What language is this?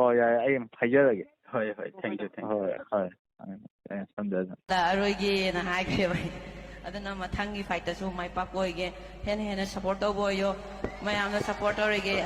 Manipuri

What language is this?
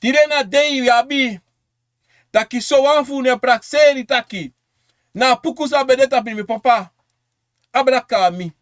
Sranan Tongo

